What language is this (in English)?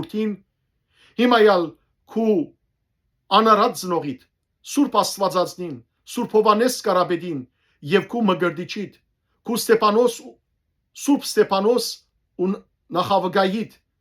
Western Armenian